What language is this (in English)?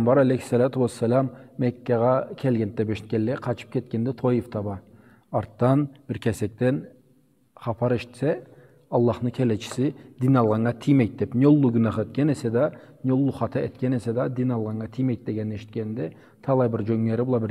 Karachay-Balkar